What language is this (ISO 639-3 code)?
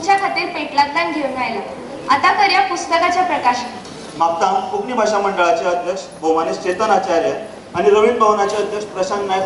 kok